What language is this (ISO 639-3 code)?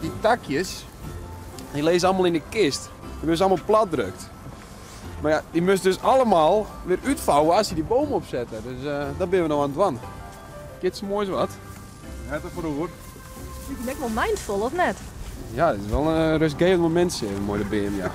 fry